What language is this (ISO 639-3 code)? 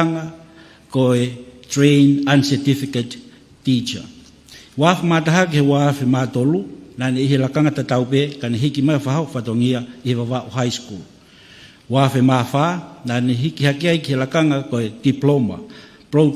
ton